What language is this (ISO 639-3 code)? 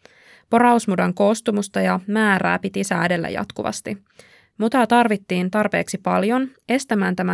fin